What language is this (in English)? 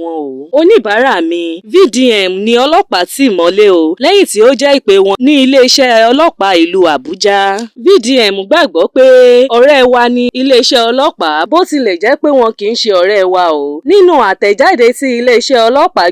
Yoruba